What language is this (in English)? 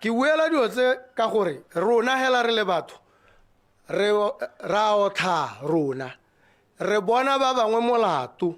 Tswana